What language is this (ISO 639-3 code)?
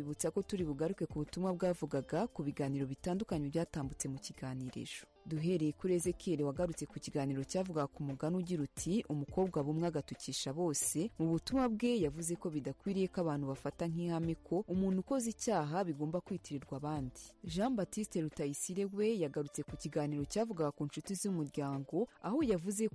kin